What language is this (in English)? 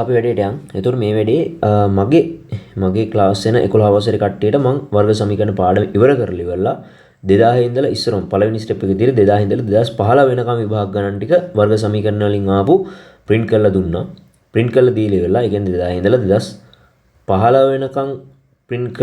Sinhala